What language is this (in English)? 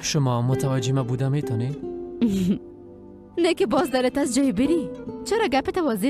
Persian